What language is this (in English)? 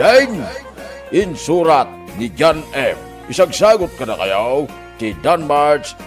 Iloko